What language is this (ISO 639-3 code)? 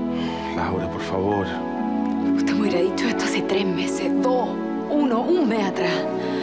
spa